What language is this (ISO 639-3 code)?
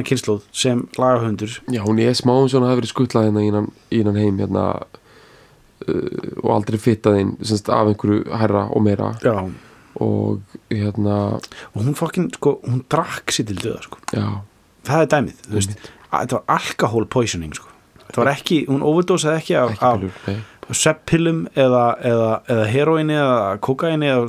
isl